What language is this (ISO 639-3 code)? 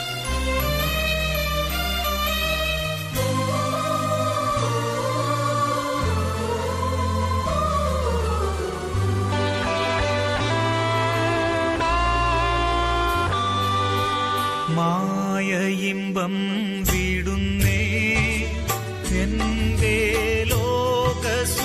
mal